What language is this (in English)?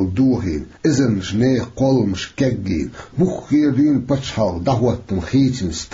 Chechen